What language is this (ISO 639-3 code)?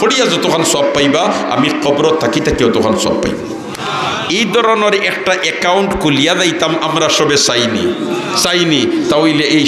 syl